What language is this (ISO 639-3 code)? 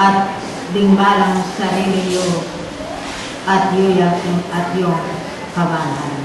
pam